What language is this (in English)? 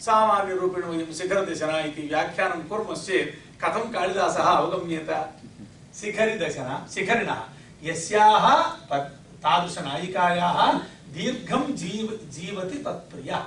Sanskrit